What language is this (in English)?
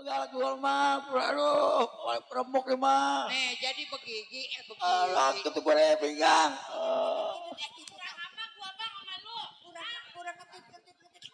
Betawi